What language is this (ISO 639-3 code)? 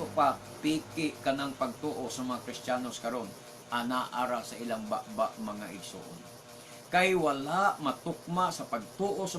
ceb